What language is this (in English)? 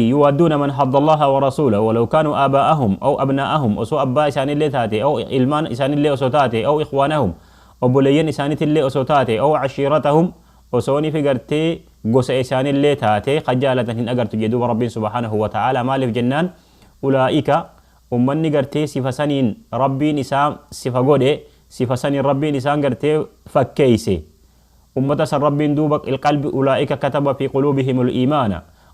Oromo